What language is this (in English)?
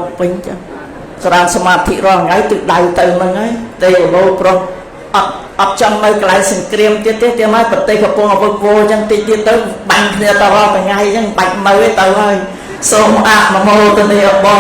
Khmer